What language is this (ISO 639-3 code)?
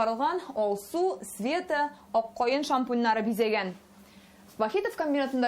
tat